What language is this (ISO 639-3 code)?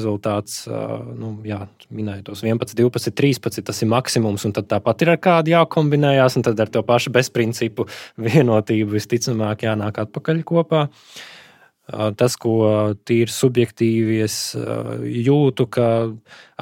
lav